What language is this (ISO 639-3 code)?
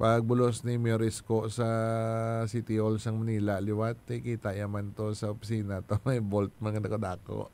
hil